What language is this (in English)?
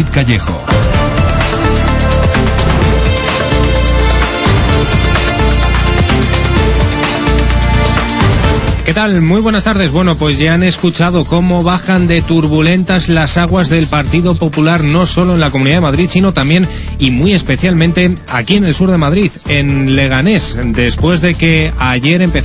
Spanish